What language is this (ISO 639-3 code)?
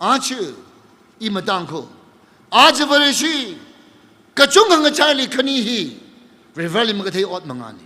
nmf